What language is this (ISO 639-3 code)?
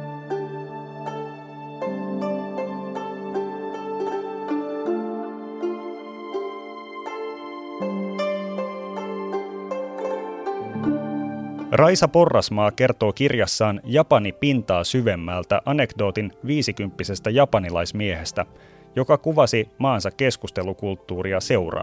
fin